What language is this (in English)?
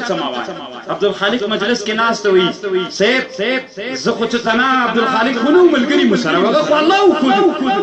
Pashto